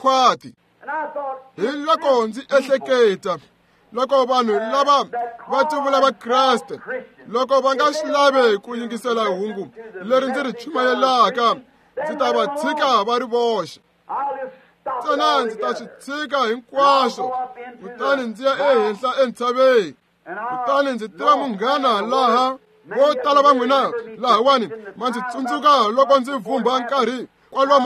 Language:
Tsonga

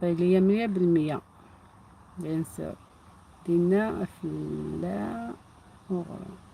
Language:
Algerian Arabic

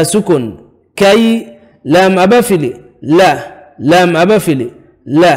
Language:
Divehi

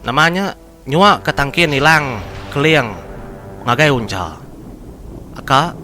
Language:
Iban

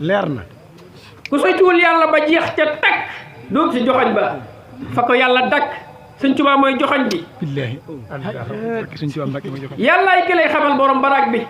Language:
Wolof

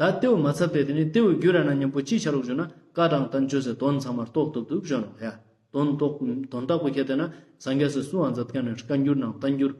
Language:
Ladakhi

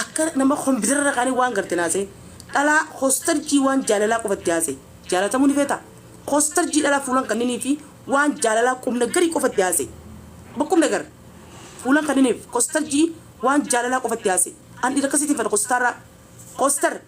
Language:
Oromo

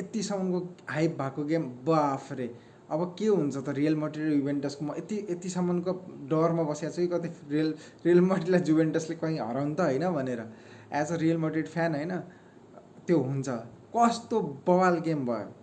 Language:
Nepali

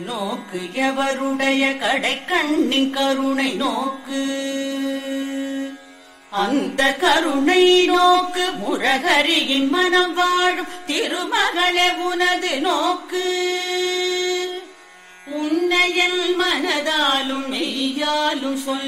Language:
Tamil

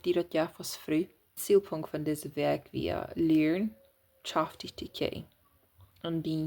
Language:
Plautdietsch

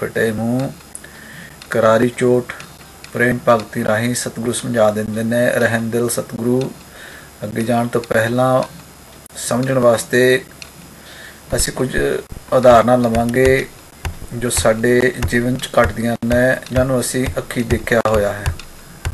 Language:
Punjabi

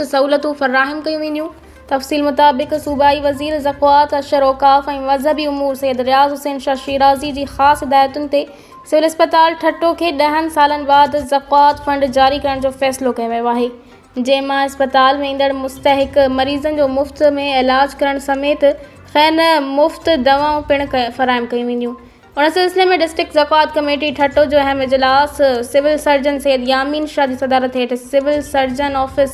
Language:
Sindhi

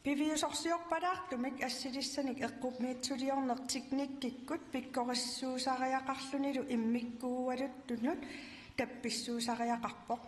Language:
Kalaallisut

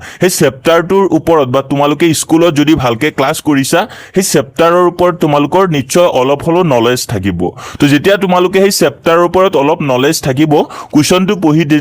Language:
Assamese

